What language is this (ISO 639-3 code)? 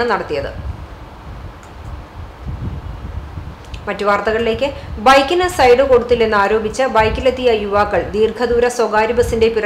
mal